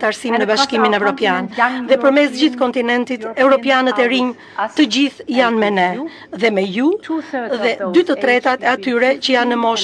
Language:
Albanian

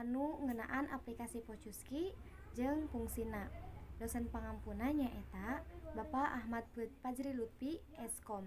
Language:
Sundanese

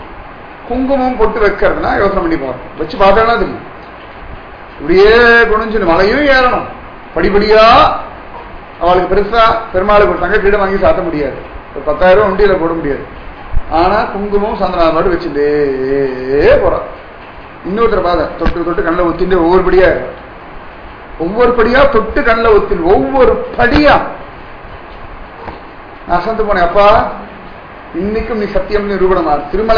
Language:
Tamil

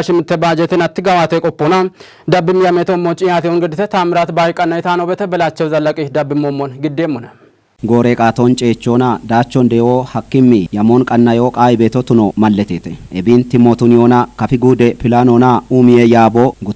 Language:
Kafa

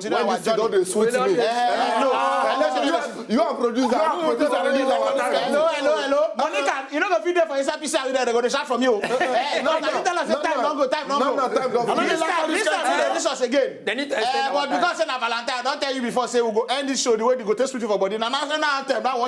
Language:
Nigerian Pidgin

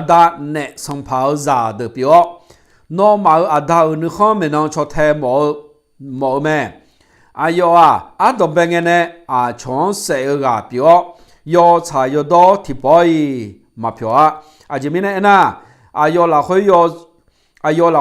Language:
Akha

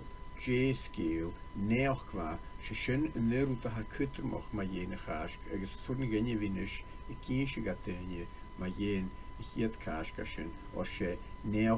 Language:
Scottish Gaelic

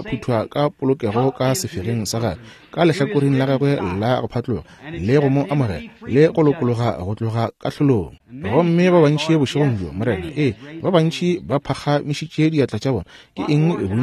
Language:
Northern Sotho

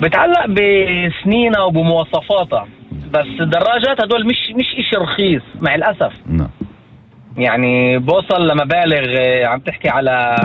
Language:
North Levantine Arabic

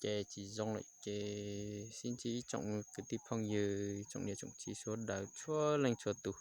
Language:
Hmong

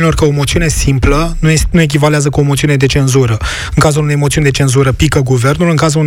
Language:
Romanian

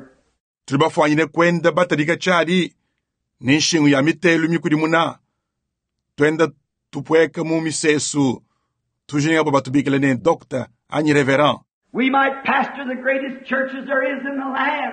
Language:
Luba-Lulua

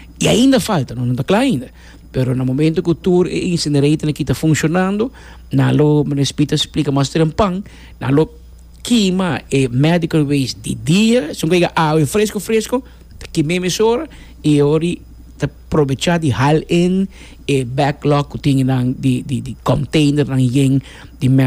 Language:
Papiamento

